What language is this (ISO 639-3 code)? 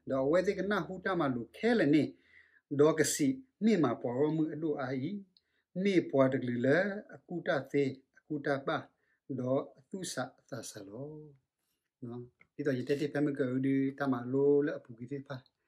ksw